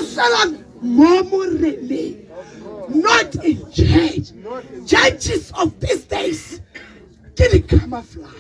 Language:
Tswana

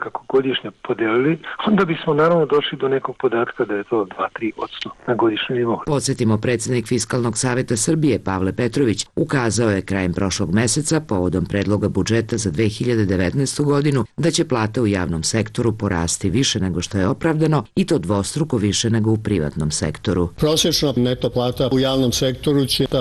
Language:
Serbian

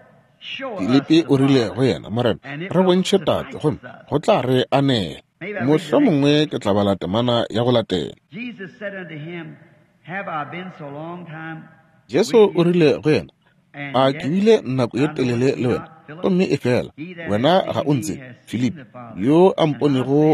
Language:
Northern Sotho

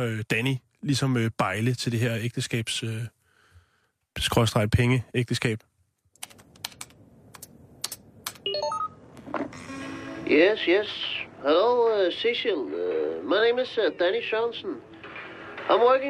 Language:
Danish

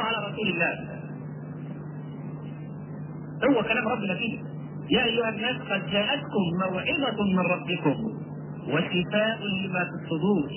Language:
Egyptian Arabic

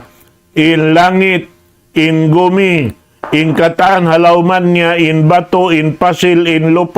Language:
Tausug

